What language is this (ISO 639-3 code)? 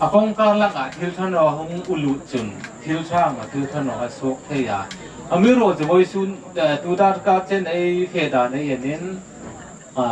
hmr